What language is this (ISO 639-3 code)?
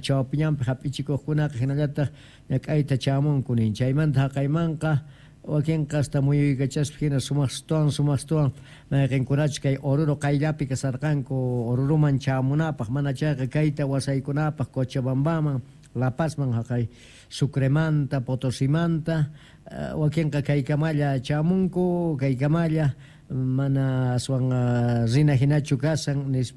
quh